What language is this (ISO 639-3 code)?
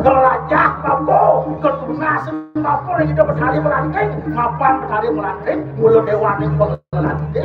ban